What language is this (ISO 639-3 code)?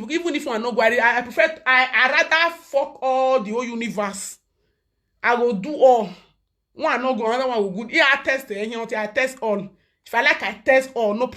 pcm